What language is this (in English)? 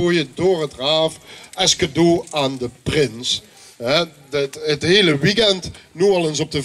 Limburgish